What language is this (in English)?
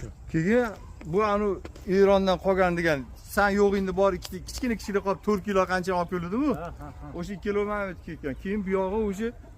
Uzbek